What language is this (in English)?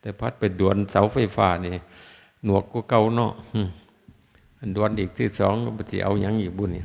Northeastern Thai